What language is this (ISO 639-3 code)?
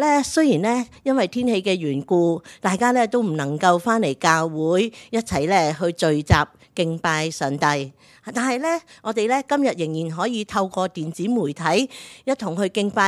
yue